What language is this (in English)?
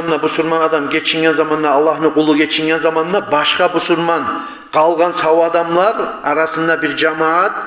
Kumyk